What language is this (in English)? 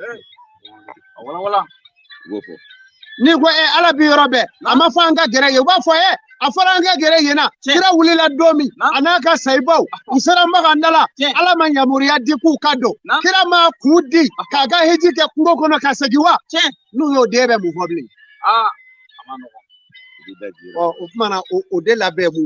Bambara